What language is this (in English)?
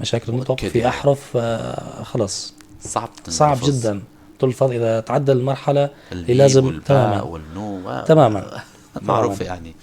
North Levantine Arabic